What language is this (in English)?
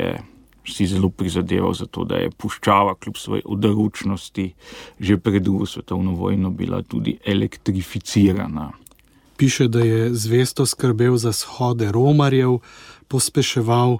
Slovenian